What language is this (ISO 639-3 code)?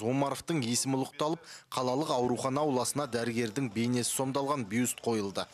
kaz